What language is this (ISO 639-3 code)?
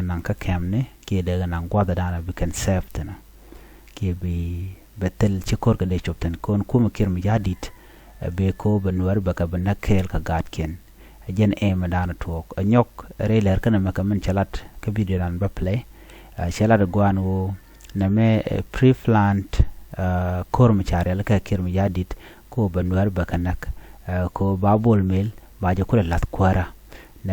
nus